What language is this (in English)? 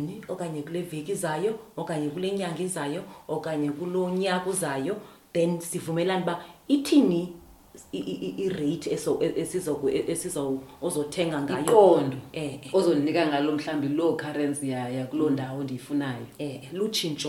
Xhosa